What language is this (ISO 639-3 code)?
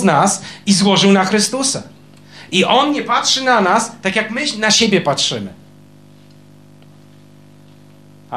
pol